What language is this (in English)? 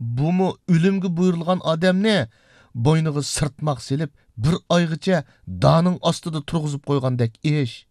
Uyghur